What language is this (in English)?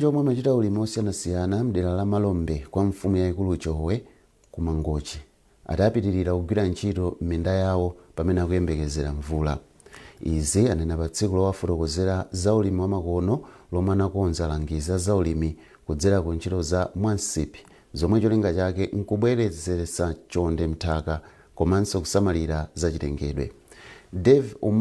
Nyanja